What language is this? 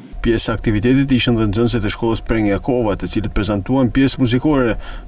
Albanian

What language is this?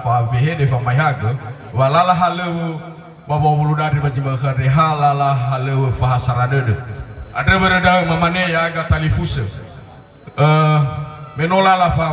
Nias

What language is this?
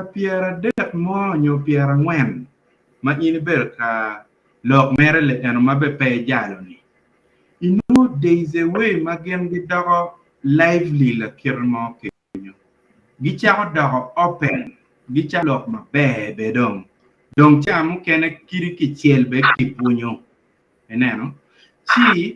Acoli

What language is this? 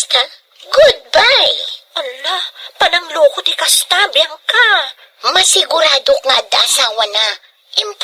Iloko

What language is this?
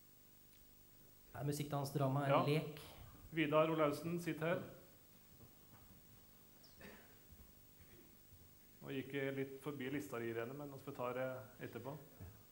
Norwegian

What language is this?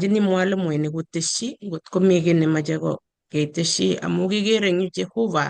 Kalenjin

